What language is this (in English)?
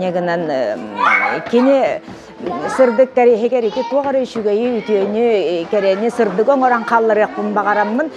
Yakut